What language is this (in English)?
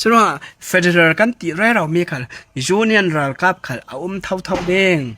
Falam Chin